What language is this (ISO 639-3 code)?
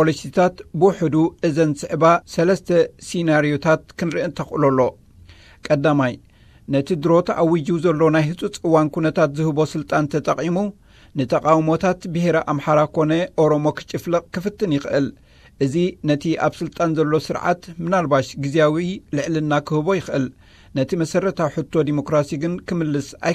tir